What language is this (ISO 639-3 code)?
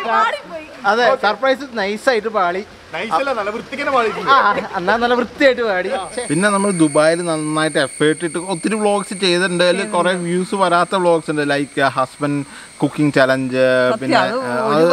mal